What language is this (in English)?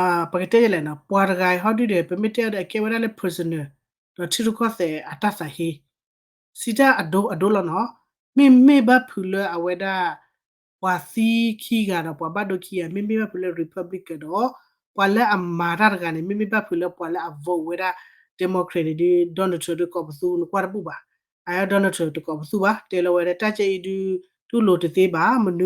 S'gaw Karen